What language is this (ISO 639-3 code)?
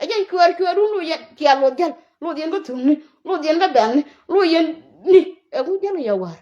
nus